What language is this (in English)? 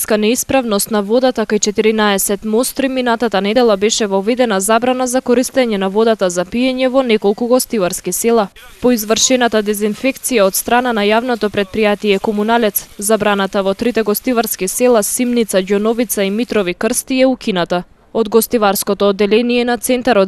Macedonian